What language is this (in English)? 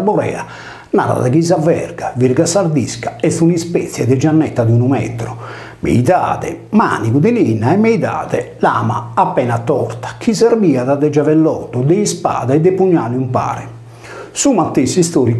Sardinian